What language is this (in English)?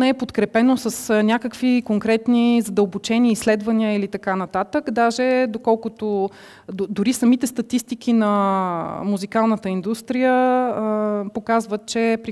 Bulgarian